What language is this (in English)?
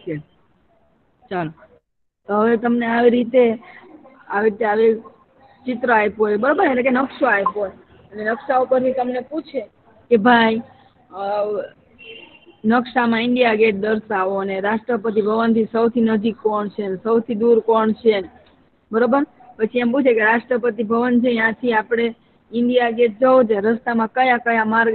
Gujarati